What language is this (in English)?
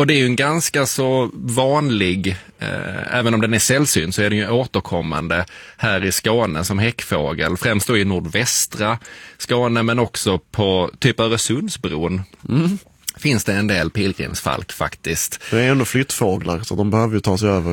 Swedish